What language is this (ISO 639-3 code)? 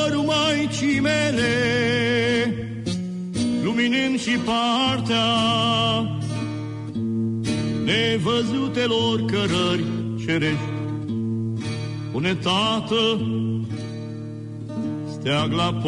ron